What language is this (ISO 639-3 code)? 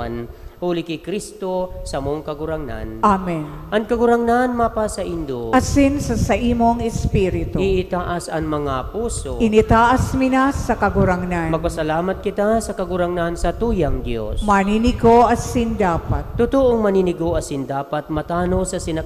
bik